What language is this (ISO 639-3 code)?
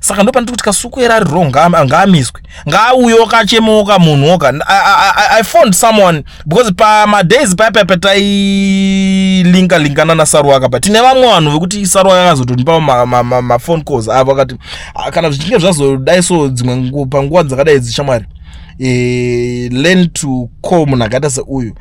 sna